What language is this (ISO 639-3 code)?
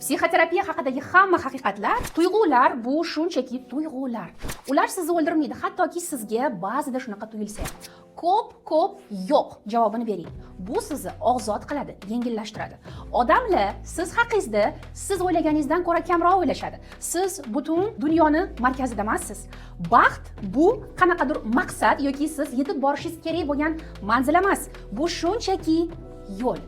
uzb